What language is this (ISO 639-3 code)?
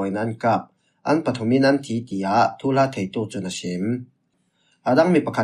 cfm